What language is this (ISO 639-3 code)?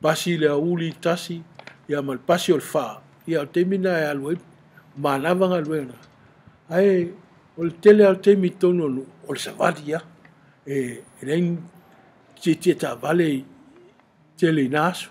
smo